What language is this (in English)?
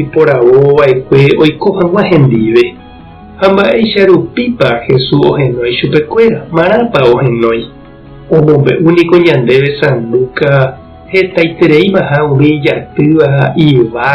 Guarani